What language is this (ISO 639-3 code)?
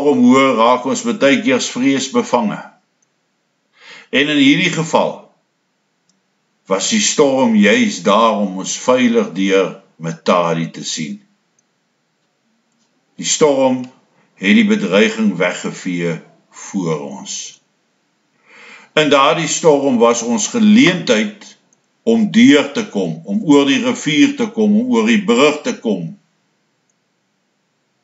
afr